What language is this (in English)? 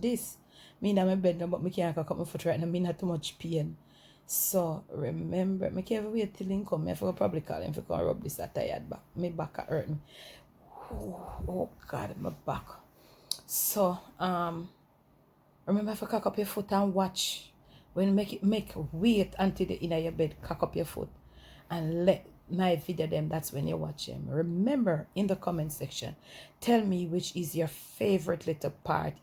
Jamaican Creole English